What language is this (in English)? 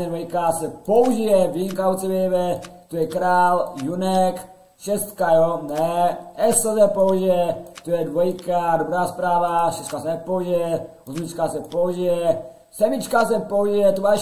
Czech